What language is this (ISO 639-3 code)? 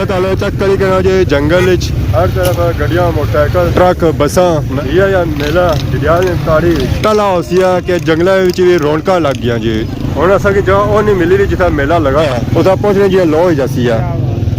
phr